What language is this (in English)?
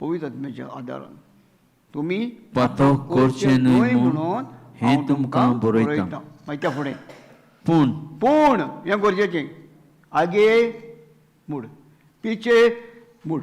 Konkani